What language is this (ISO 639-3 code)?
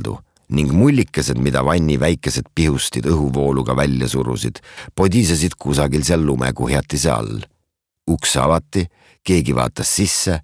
est